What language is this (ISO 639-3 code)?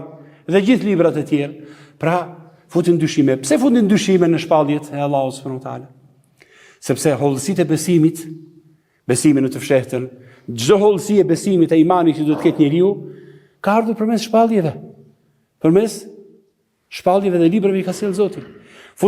sqi